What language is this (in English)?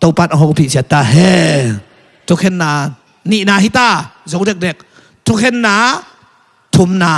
Tedim Chin